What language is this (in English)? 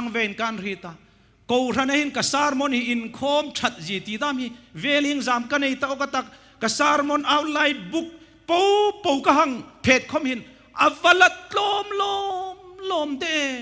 Hmar